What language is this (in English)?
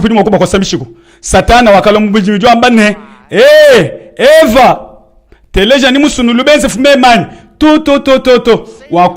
Luba-Lulua